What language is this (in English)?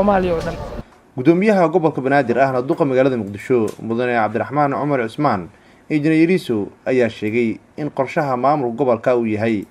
Somali